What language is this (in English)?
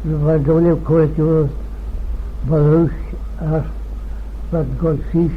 Manx